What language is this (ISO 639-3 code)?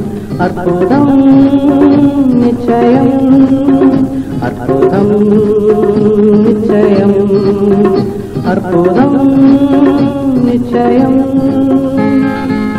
tam